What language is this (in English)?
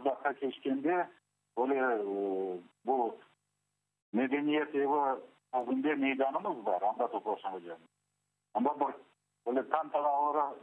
Crimean Tatar